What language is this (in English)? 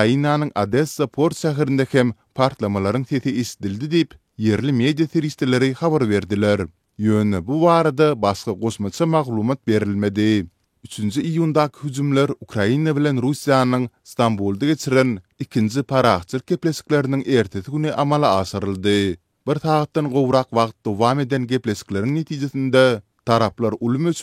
Turkmen